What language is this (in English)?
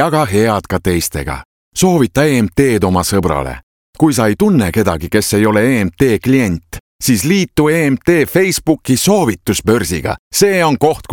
Estonian